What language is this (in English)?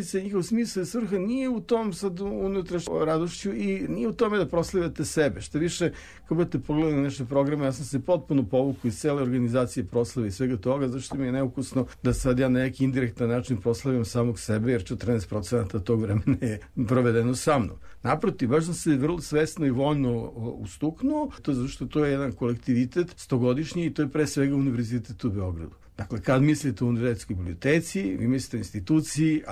Serbian